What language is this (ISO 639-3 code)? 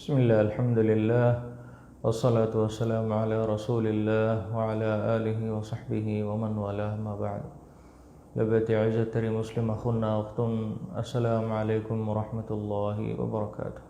div